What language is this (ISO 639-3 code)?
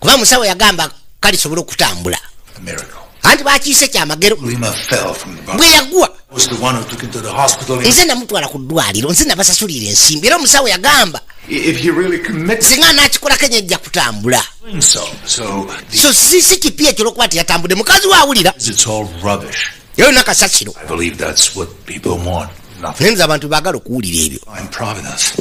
lug